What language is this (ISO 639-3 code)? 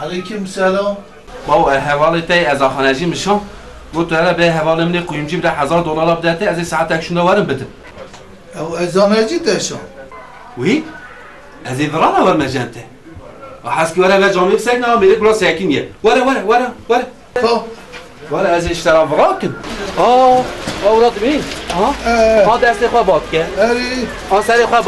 kur